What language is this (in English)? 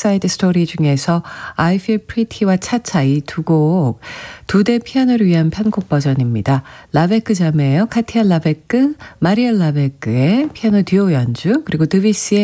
Korean